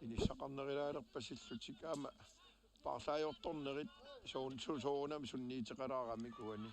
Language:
Kalaallisut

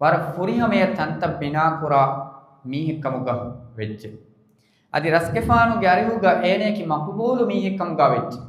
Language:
Divehi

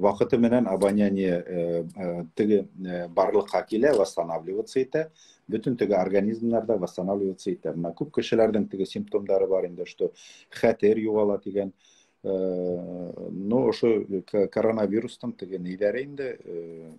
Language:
Bashkir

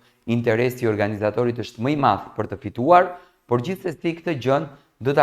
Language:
Albanian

